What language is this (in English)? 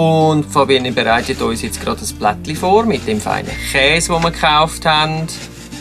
Swiss German